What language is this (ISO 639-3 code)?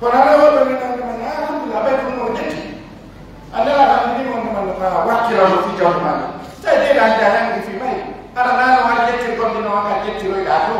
ful